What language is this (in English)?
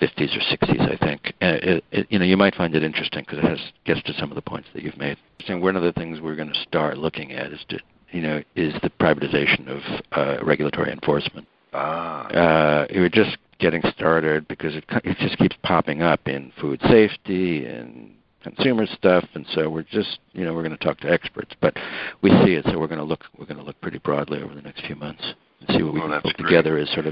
English